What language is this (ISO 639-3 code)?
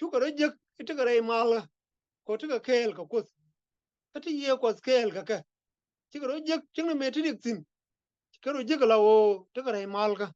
nus